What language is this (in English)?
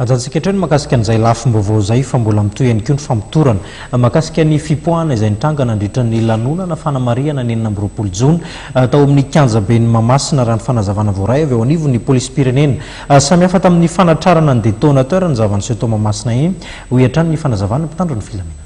Malagasy